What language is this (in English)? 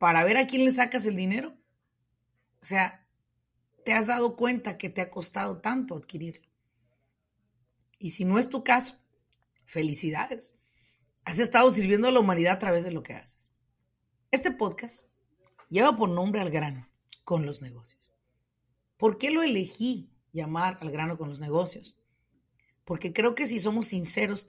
Spanish